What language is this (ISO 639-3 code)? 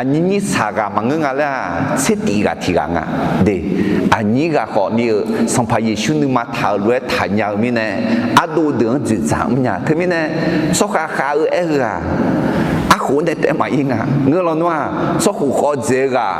ahk